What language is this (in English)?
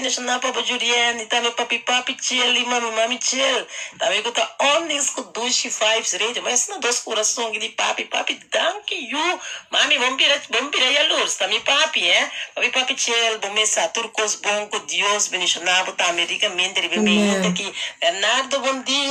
Papiamento